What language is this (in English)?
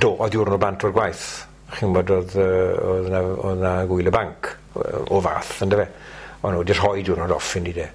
Welsh